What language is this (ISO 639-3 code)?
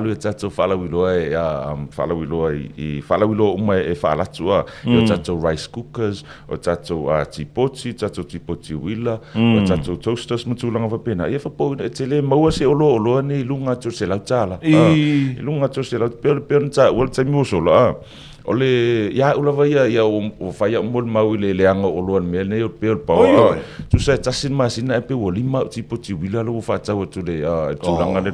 smo